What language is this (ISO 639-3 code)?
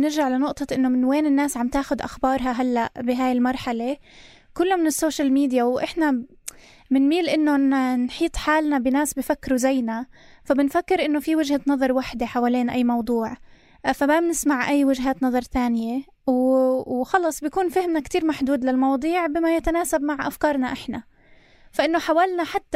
apc